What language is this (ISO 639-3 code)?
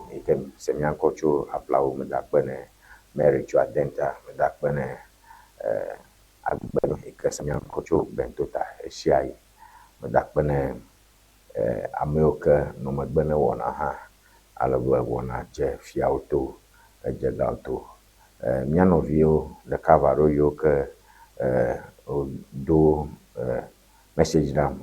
ewe